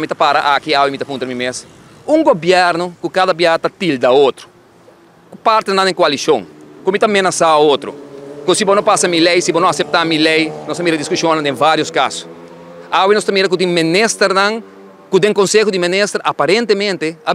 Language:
Papiamento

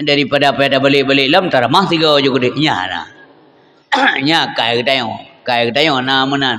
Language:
Achinese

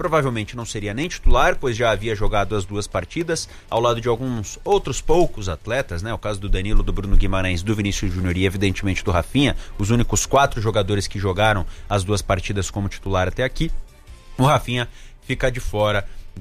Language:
Portuguese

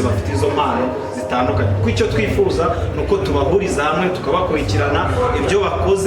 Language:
Kinyarwanda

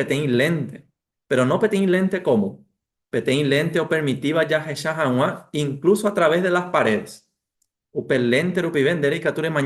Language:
Guarani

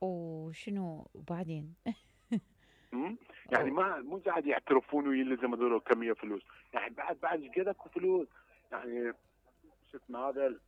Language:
Mesopotamian Arabic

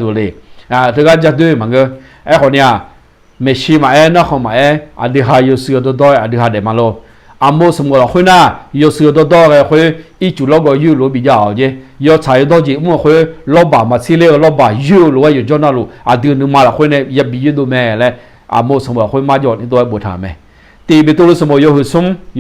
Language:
Akha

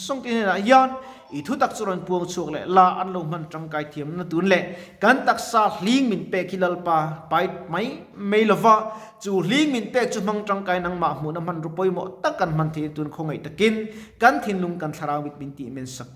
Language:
Mizo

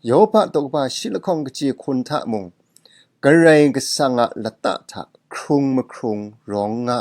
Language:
Kachin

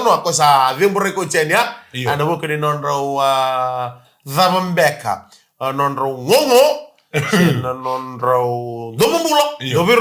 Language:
Fijian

